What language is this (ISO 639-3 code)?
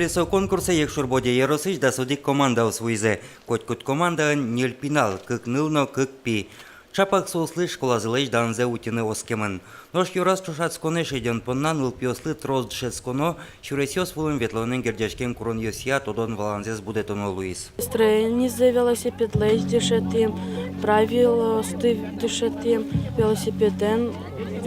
udm